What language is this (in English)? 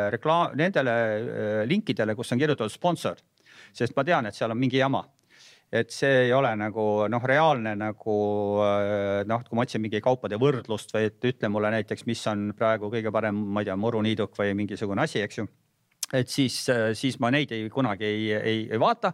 Estonian